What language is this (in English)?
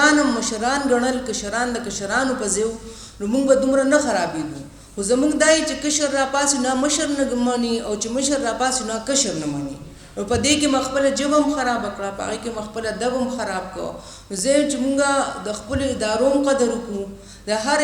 Pashto